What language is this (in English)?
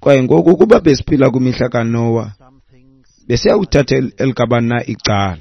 Xhosa